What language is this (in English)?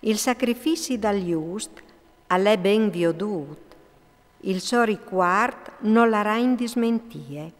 Friulian